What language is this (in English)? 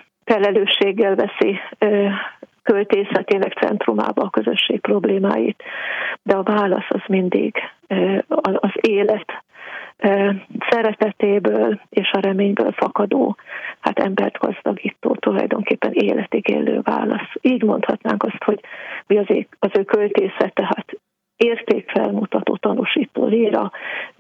Hungarian